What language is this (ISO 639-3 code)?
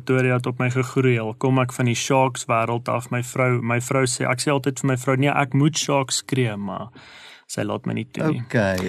afr